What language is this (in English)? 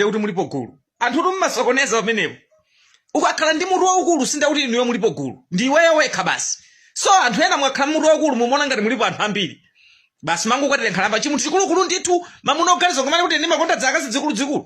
Nyanja